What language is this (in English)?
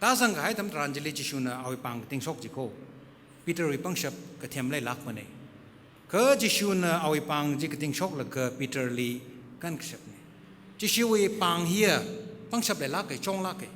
Tangkhul Naga (India)